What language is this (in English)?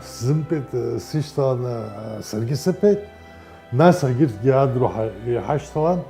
Abkhazian